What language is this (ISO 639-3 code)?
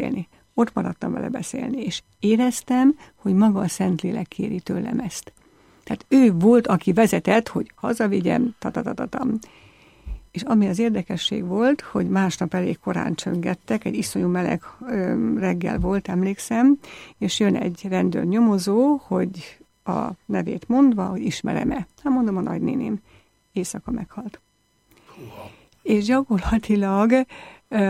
hun